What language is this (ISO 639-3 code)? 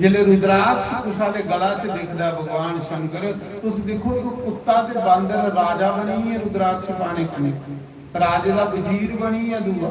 doi